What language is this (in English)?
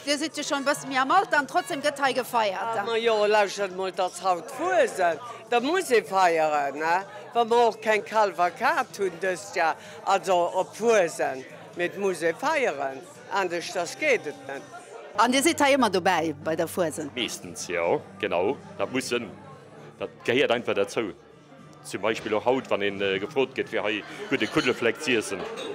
Luxembourgish